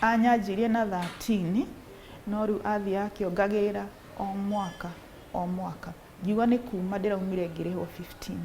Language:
Kikuyu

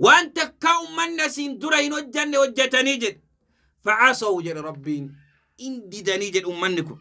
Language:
Oromo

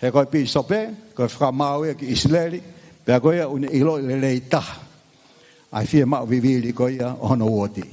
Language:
Tongan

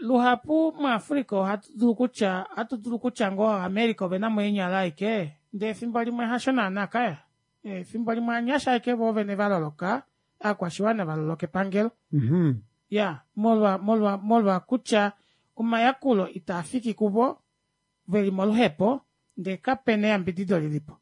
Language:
Kuanyama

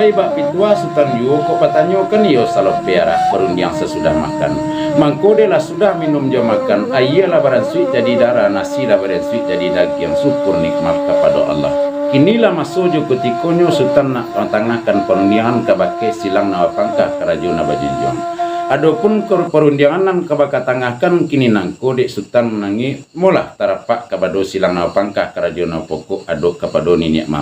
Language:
Minangkabau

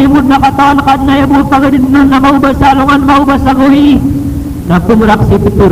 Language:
Maranao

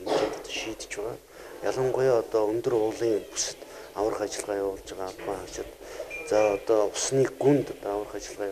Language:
Mongolian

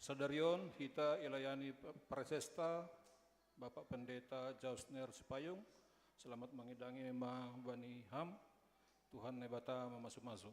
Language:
Batak Simalungun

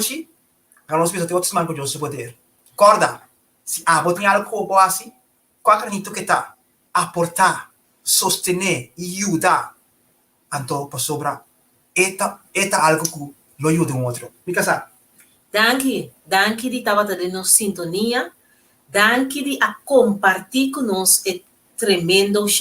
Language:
Papiamento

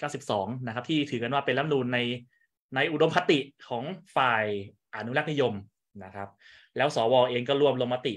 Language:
Thai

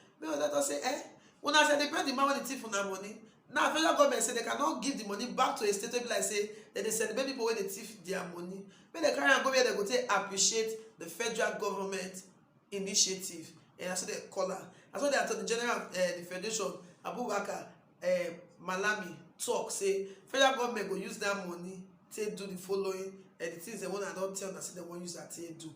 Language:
Nigerian Pidgin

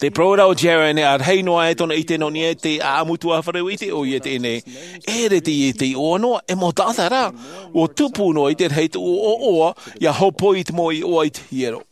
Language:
Tahitian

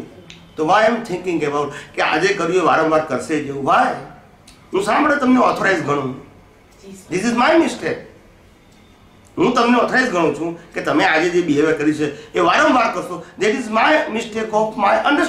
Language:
Gujarati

